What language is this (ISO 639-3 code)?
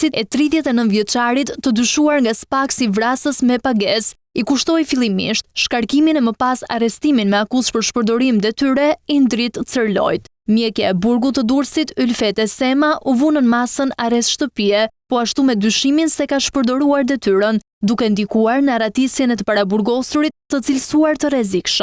sqi